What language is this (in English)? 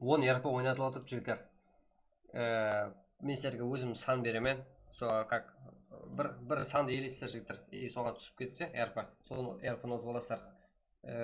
Kara-Kalpak